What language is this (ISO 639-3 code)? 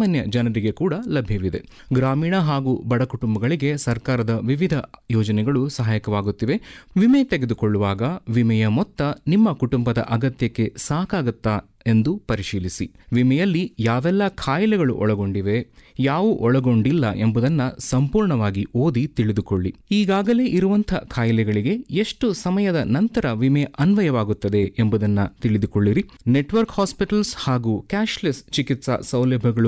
kan